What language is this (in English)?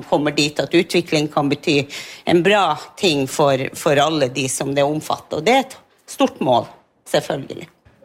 Norwegian